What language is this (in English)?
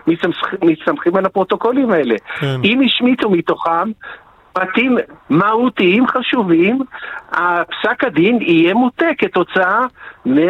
Hebrew